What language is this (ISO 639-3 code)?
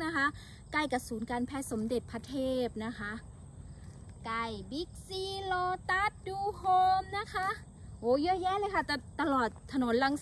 tha